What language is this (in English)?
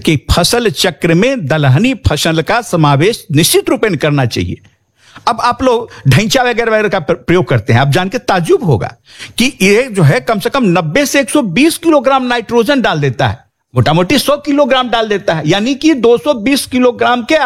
Hindi